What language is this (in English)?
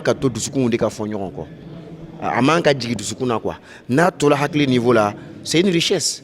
Bambara